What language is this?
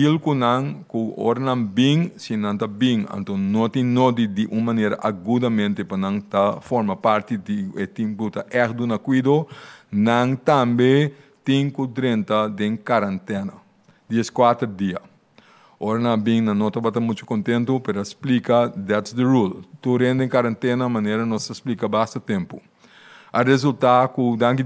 Papiamento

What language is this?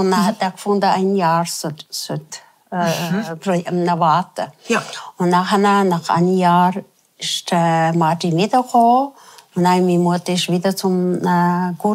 Swiss German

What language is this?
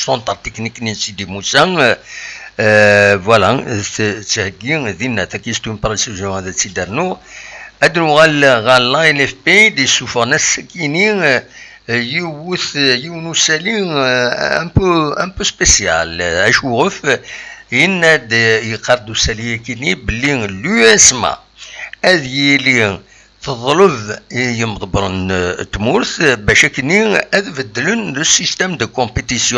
Kabyle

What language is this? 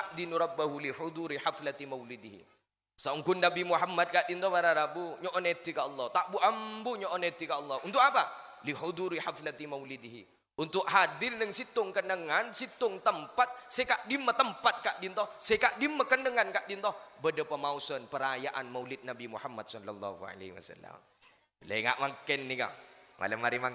Madurese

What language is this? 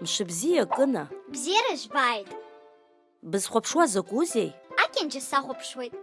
Abkhazian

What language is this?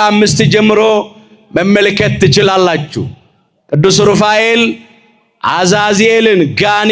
Amharic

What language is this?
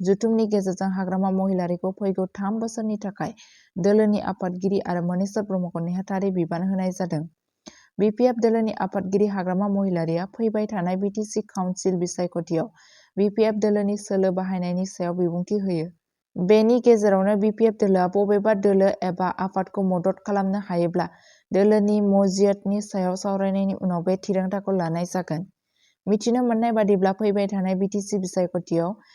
Bodo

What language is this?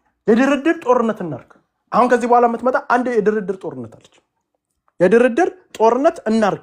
Amharic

